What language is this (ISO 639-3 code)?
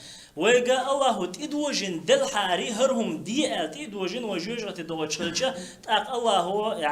che